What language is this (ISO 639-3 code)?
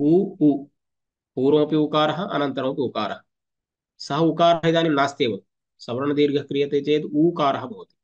san